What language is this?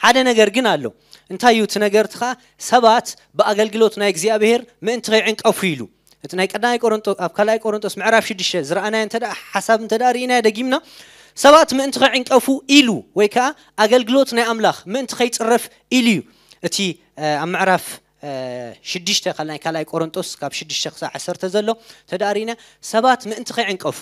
Tigrinya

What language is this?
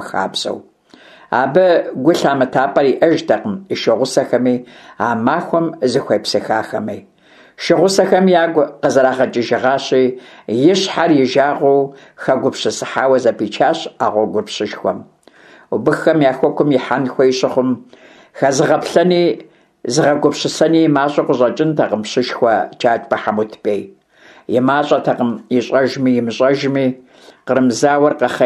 Kabardian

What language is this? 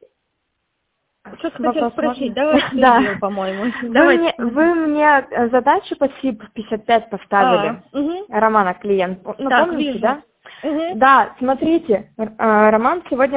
Russian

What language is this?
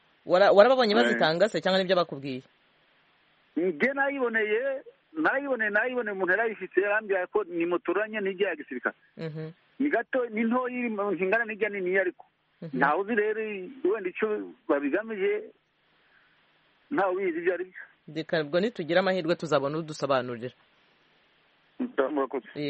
Kinyarwanda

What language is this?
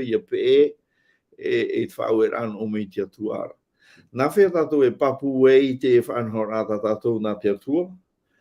Tahitian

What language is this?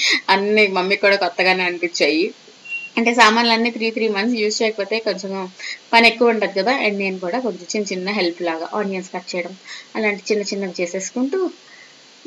Telugu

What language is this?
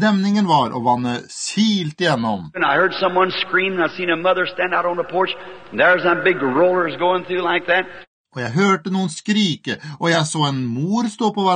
Norwegian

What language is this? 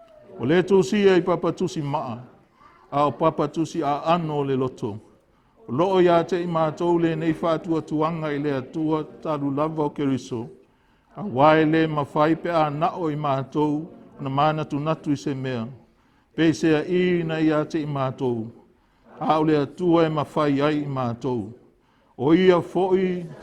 Samoan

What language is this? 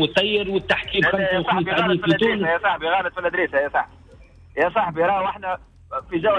Tunisian Arabic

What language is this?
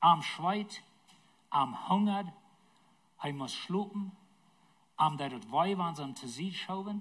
Plautdietsch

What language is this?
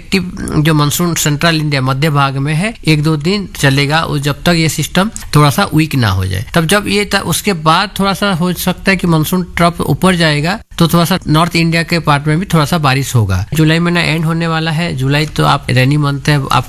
Hindi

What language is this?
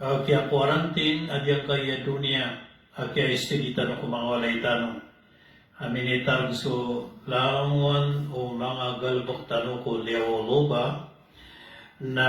Maranao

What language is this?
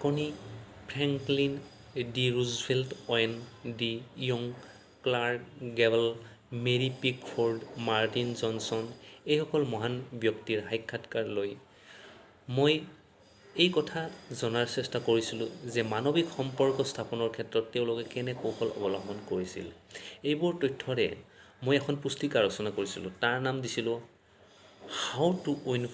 Assamese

